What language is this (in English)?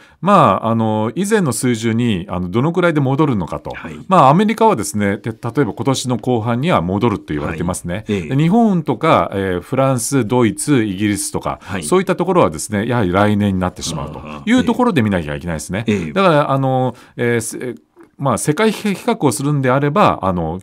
Japanese